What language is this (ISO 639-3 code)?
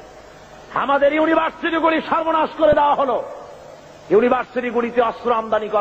ben